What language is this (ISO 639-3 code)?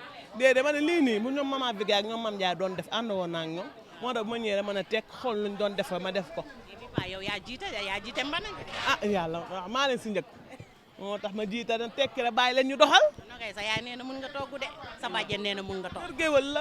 wol